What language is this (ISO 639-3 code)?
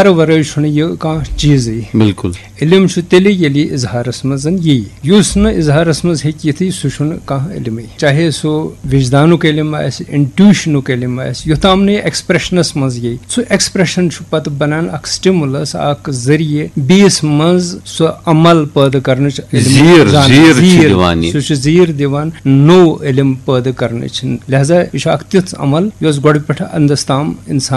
kas